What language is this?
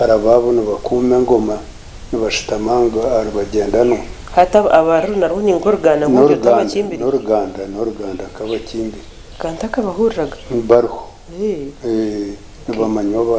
Nyankole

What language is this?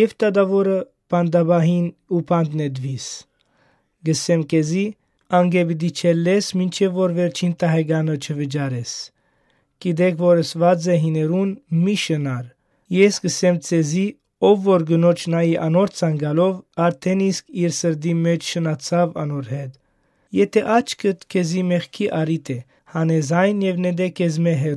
Western Armenian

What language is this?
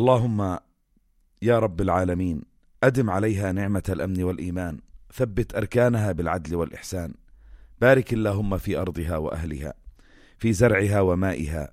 North Levantine Arabic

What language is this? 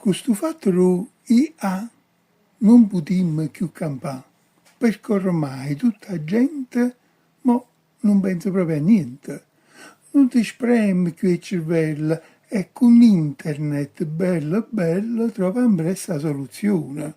Neapolitan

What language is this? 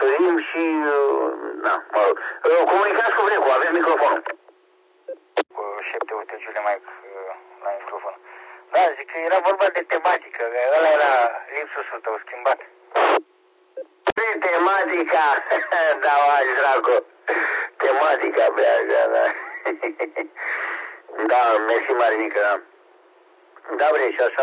Romanian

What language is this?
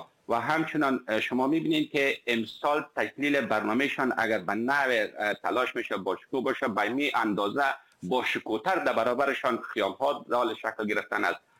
Persian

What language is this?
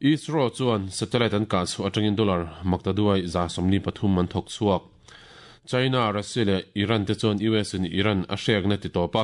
Mizo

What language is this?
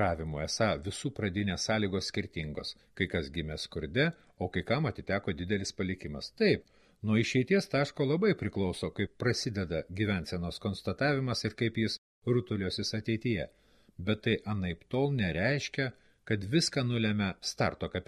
Lithuanian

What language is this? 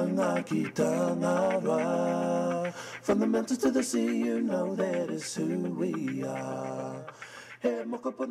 Māori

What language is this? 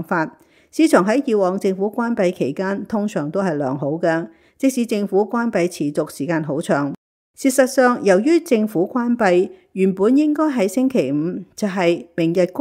Cantonese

